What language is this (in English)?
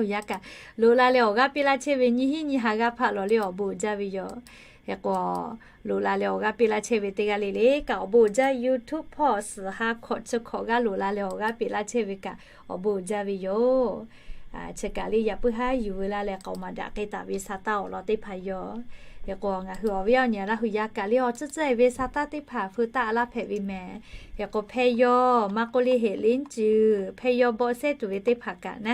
Lahu